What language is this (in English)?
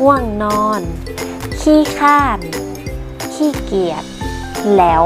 Northern Thai